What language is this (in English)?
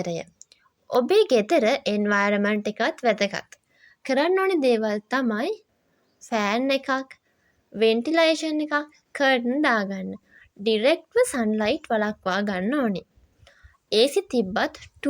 Sinhala